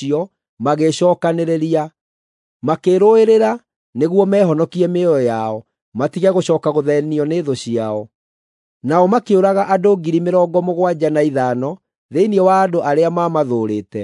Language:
Kikuyu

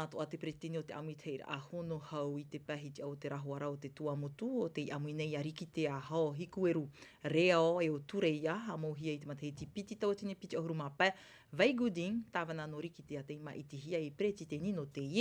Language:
Tahitian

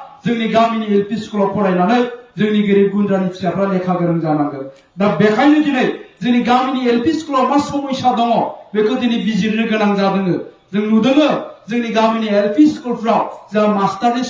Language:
Bodo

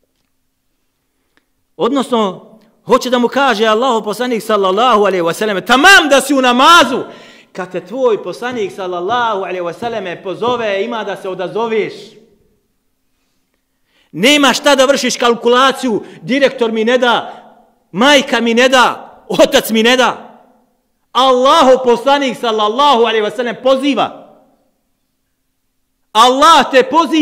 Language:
Bosnian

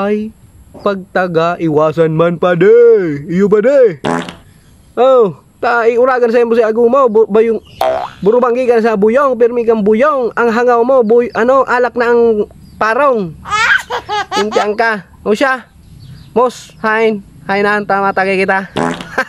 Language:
Bikol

